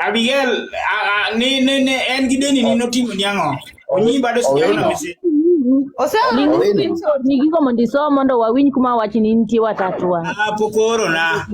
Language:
Luo (Kenya and Tanzania)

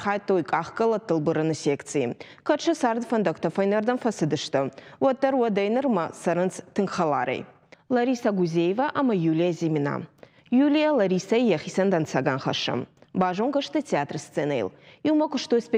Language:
Ossetic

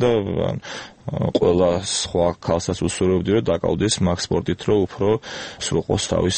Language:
Georgian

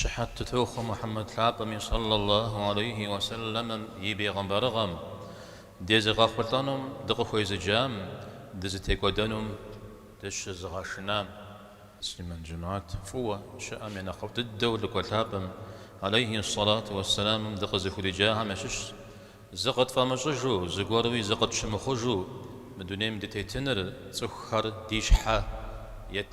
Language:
Kabardian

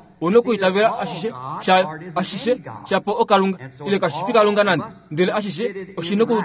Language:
Kuanyama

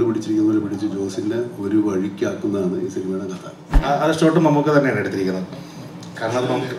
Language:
Malayalam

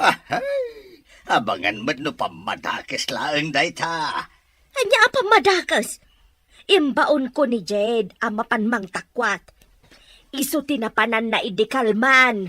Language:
Iloko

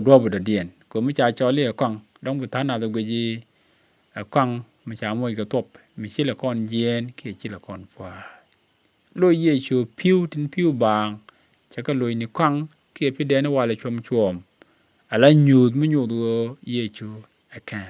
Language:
Nuer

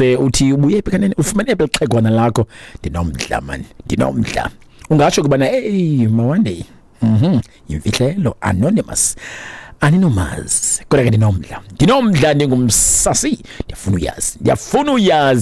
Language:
Xhosa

